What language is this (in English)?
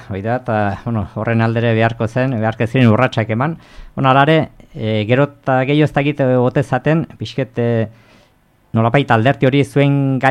Basque